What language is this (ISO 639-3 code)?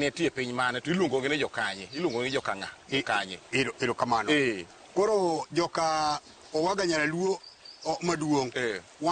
luo